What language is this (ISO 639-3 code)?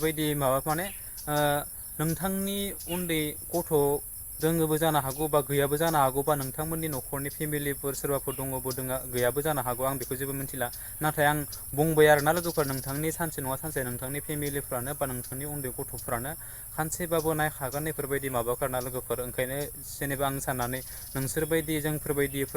brx